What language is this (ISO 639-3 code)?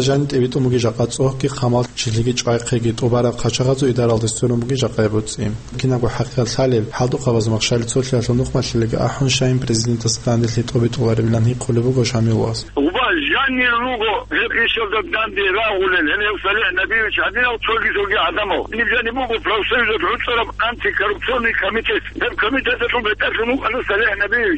ava